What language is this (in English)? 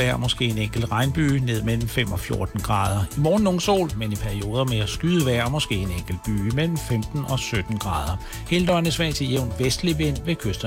Danish